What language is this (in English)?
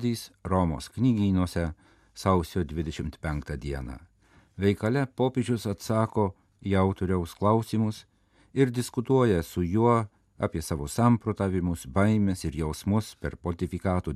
Lithuanian